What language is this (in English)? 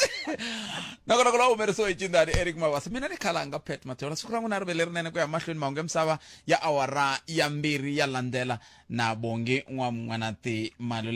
Tsonga